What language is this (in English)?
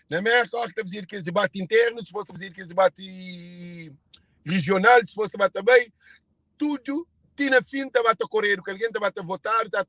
Kabuverdianu